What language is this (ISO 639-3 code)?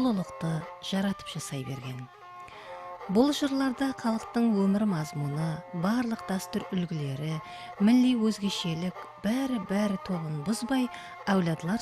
kaa